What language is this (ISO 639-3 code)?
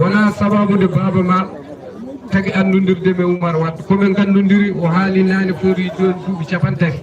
ful